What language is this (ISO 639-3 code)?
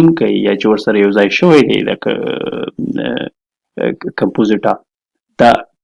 pus